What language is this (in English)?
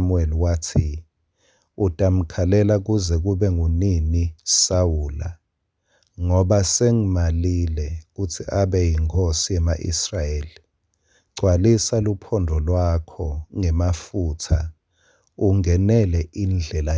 Swati